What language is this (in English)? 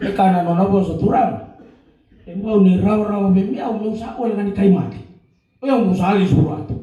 Fijian